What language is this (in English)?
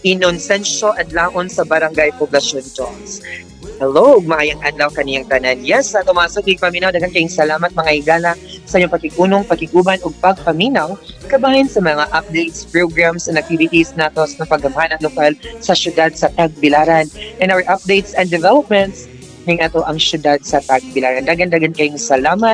Cebuano